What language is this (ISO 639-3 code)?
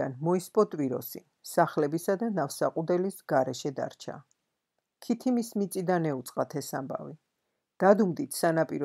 kat